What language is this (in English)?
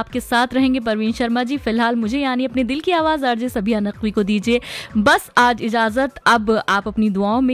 Hindi